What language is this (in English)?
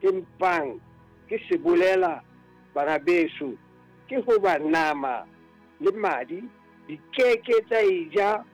Southern Sotho